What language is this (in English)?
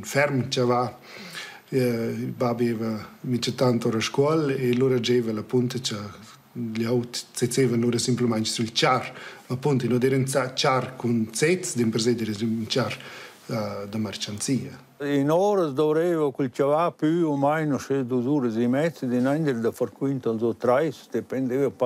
Romansh